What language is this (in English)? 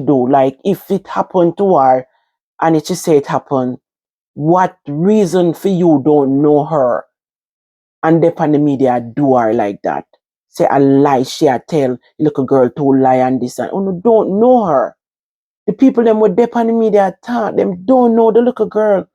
Jamaican Creole English